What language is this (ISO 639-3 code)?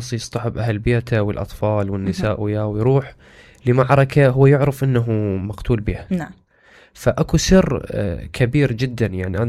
acm